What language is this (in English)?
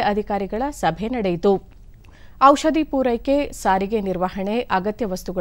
Kannada